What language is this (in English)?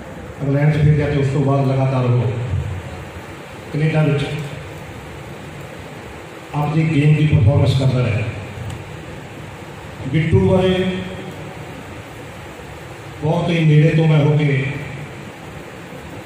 Punjabi